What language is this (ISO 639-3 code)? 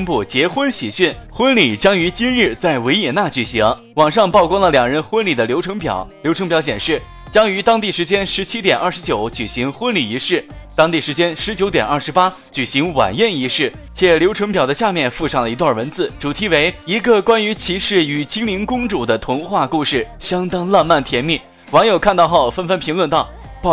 zho